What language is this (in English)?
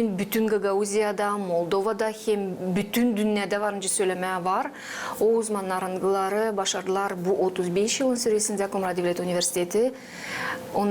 Gagauz